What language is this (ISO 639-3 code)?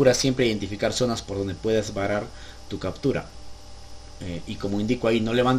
spa